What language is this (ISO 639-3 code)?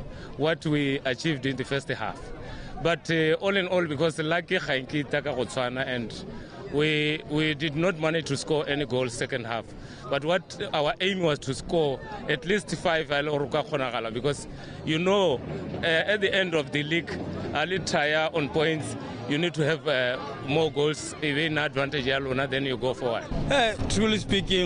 tsn